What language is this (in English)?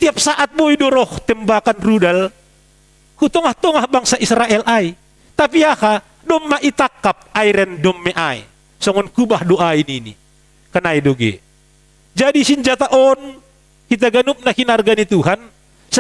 Batak Simalungun